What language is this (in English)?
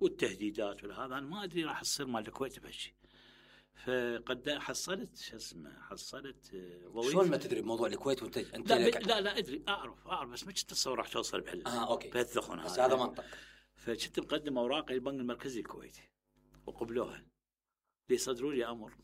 Mesopotamian Arabic